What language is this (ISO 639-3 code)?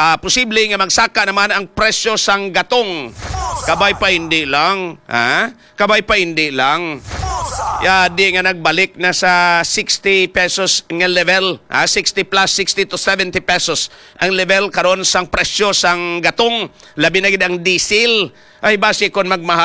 hil